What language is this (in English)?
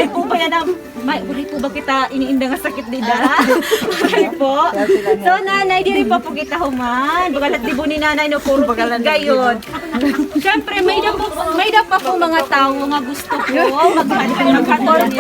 Waray